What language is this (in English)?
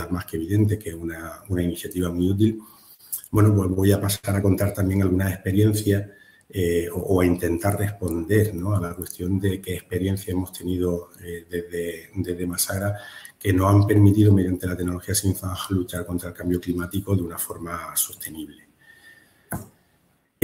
Spanish